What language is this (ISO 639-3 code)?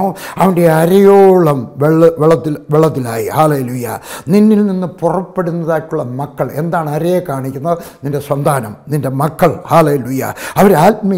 mal